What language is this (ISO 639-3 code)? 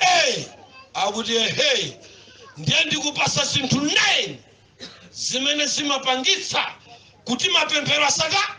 nya